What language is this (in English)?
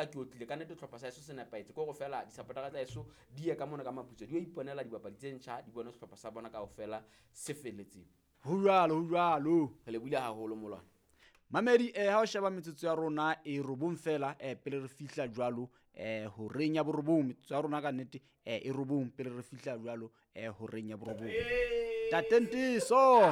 Southern Sotho